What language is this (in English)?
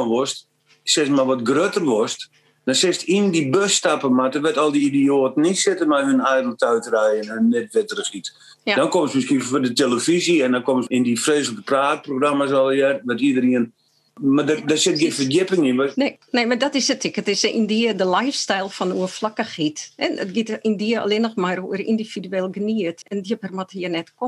Western Frisian